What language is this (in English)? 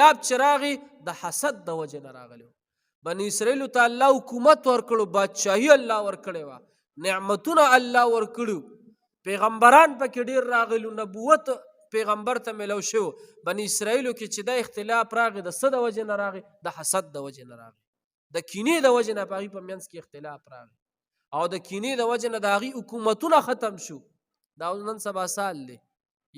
Pashto